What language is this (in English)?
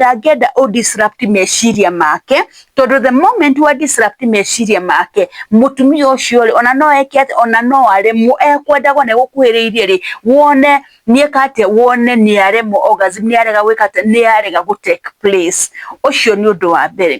Kikuyu